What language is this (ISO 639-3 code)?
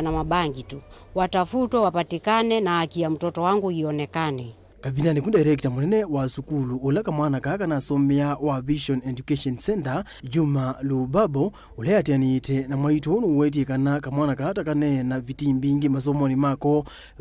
kam